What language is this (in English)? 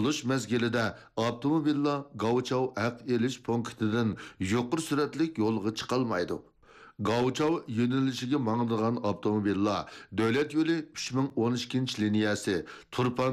Uyghur